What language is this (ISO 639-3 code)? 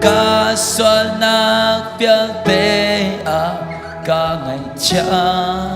cnh